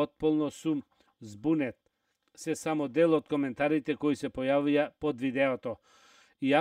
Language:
Macedonian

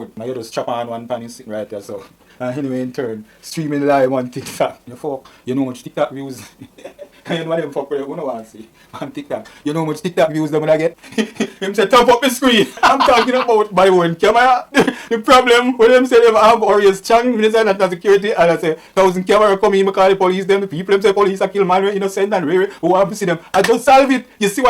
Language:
Jamaican Creole English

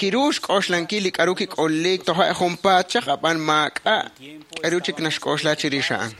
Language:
Kekchí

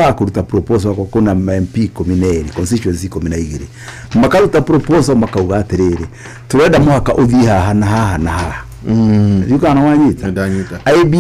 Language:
Kikuyu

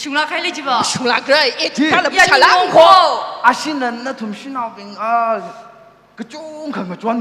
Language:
Tangkhul Naga (India)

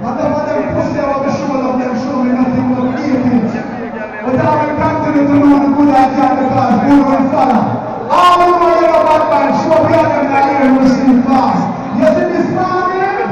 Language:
Jamaican Creole English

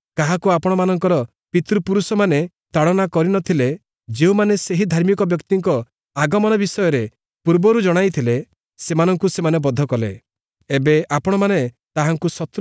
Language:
Odia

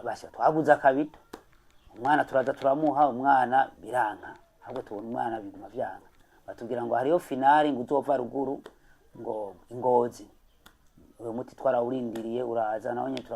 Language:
Rundi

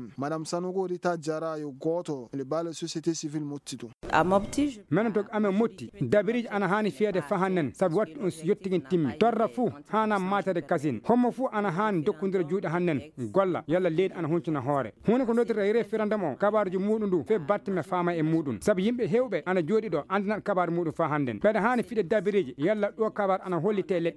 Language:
Fula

